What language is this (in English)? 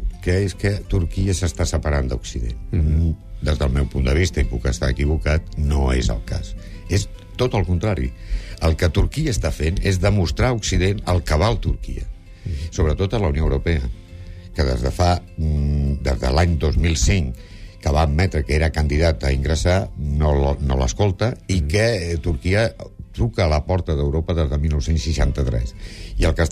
Catalan